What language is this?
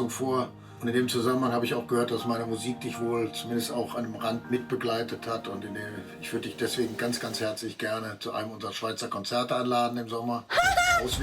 Swiss German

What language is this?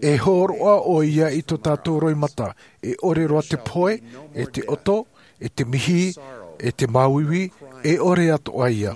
Tahitian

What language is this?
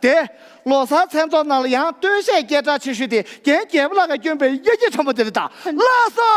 Tibetan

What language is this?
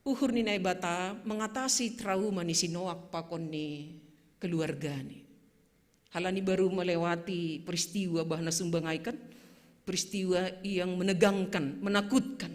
Batak Simalungun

